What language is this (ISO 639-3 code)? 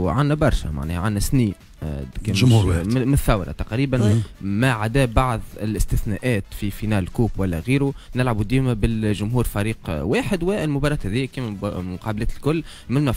aeb